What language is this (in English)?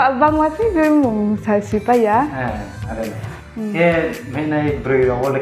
Riang (India)